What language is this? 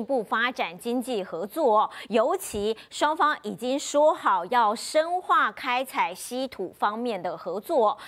Chinese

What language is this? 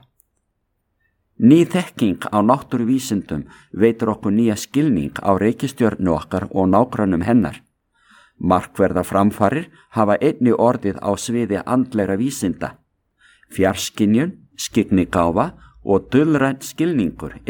Icelandic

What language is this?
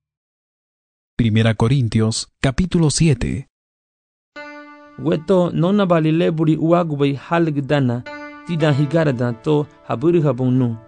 Garifuna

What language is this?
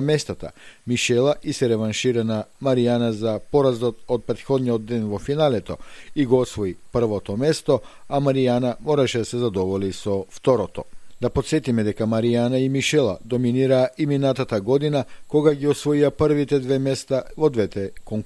Macedonian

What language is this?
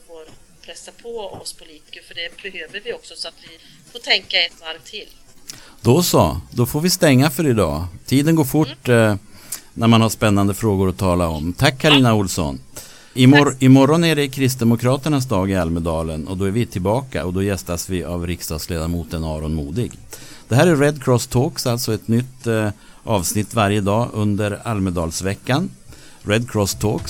Swedish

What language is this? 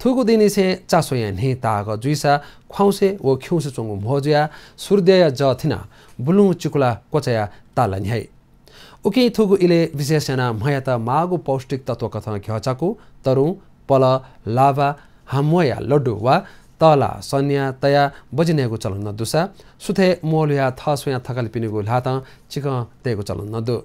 Newari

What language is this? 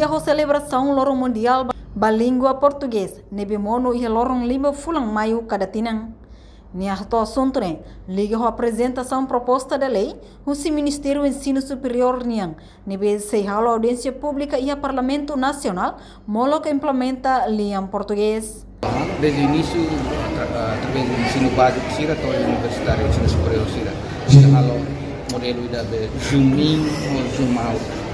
Tetum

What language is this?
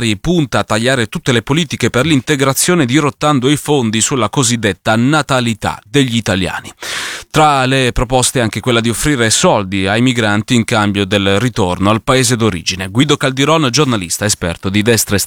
Italian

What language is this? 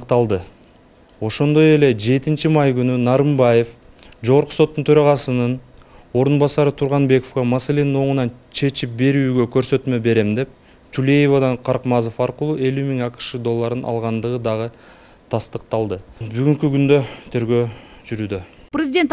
Kyrgyz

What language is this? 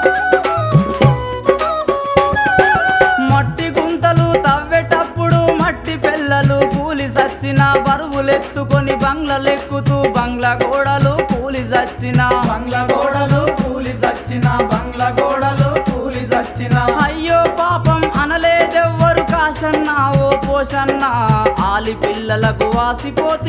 Telugu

